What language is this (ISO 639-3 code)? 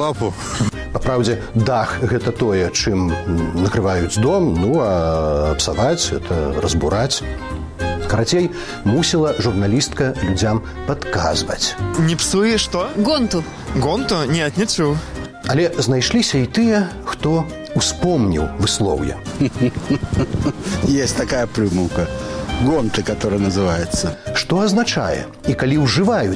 bel